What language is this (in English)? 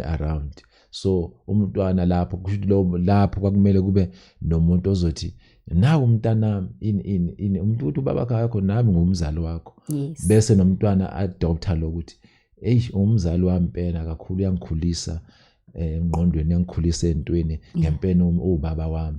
Zulu